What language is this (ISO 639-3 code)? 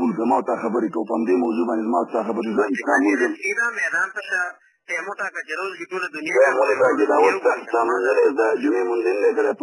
pus